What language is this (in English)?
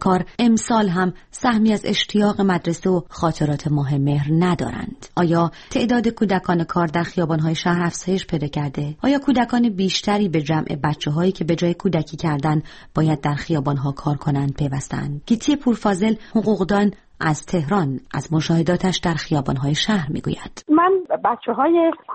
Persian